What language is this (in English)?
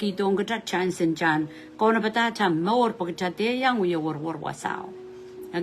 Pohnpeian